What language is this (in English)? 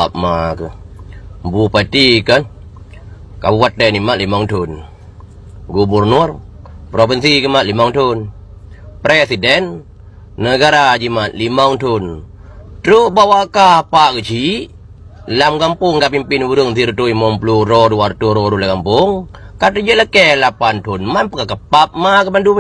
Achinese